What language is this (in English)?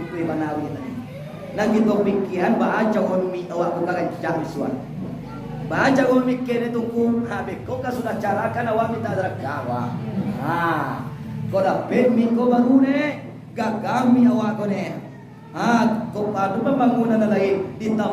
Minangkabau